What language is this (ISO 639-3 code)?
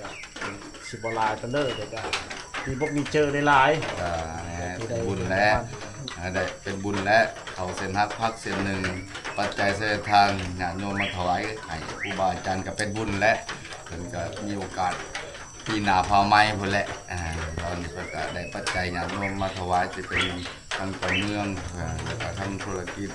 lao